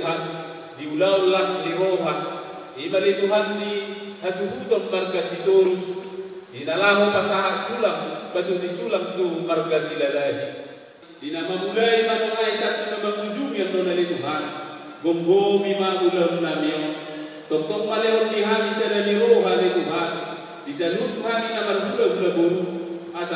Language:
Batak Toba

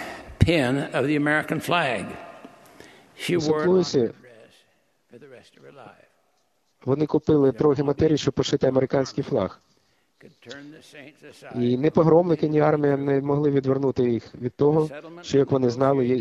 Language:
Ukrainian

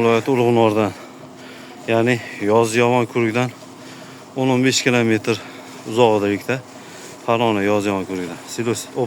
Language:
Uzbek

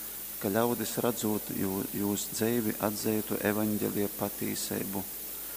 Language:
Latgalian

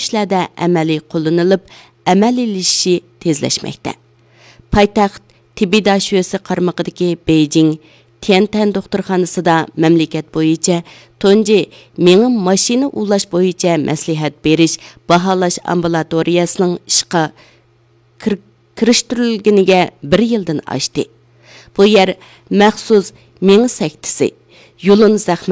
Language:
Uyghur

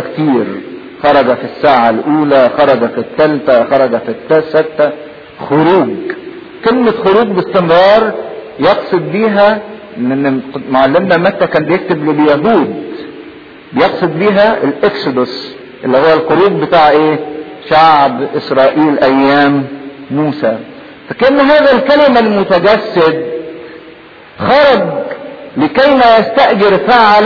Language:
Egyptian Arabic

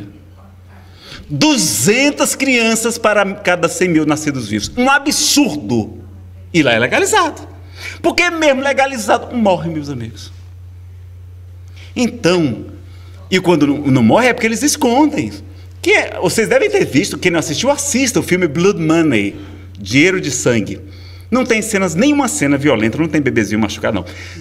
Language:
Portuguese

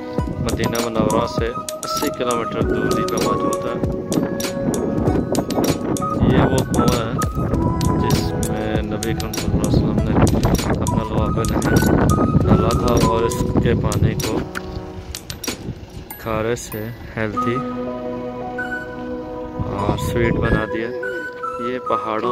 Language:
Hindi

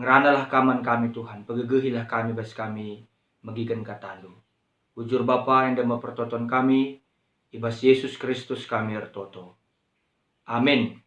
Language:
Batak Karo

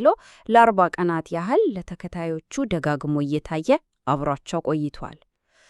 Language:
Amharic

